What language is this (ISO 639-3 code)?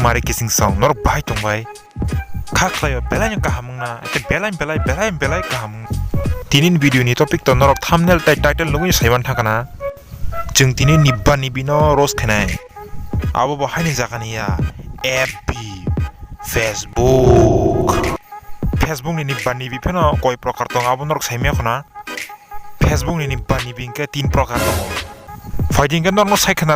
trp